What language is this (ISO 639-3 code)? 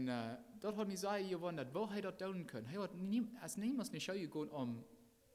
pdt